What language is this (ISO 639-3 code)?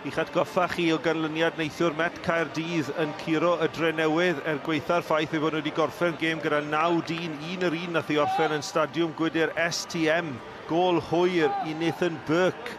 cym